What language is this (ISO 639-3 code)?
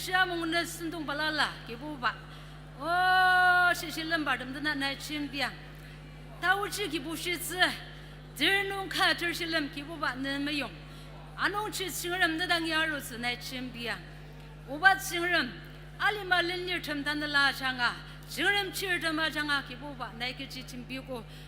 njo